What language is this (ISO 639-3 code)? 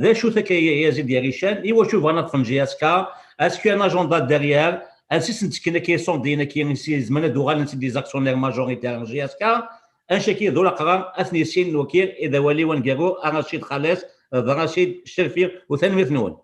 kab